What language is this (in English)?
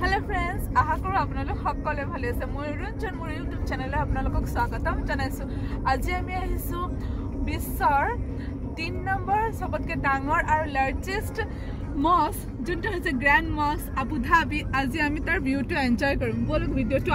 Assamese